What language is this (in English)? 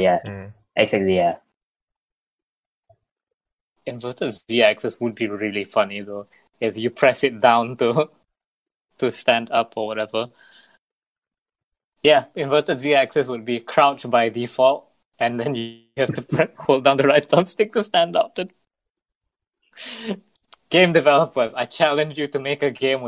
English